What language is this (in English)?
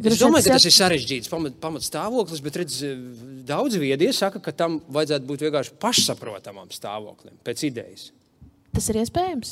Latvian